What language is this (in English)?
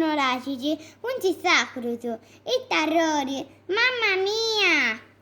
Sardinian